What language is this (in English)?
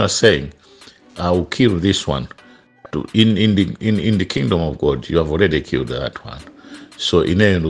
Nyanja